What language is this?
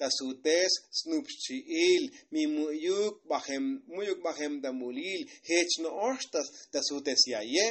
Tzotzil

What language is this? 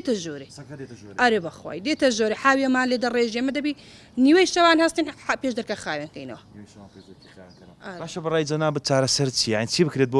Central Kurdish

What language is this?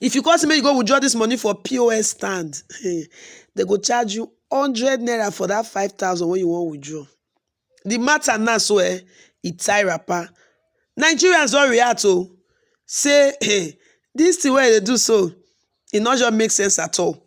Nigerian Pidgin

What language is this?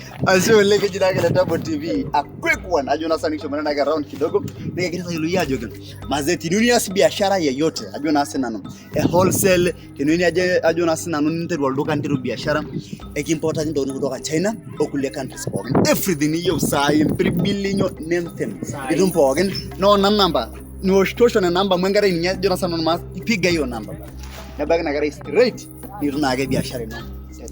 Masai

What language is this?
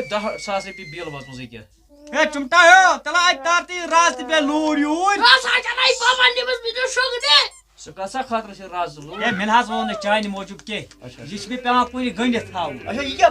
Kashmiri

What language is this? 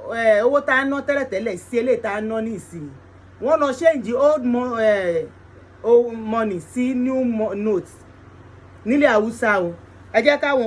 Yoruba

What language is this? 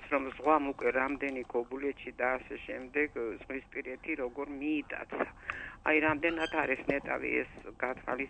Georgian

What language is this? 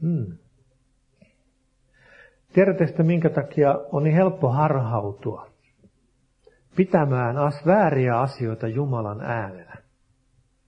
Finnish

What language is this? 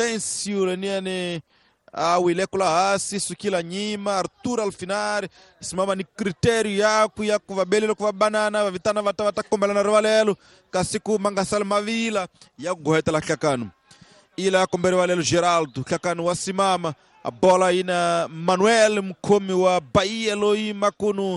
Tsonga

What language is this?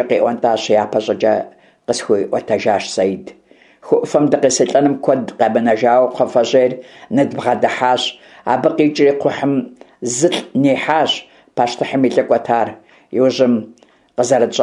Kabardian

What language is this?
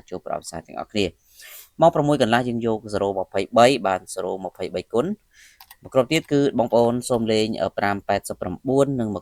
Khmer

